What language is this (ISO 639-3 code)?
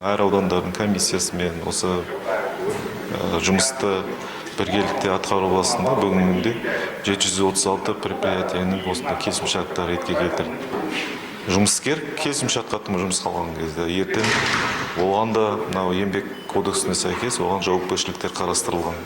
kaz